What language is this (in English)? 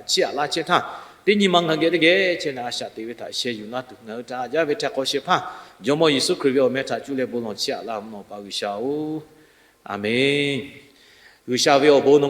Lahu